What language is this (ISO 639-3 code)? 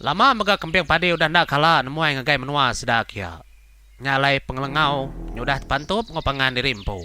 iba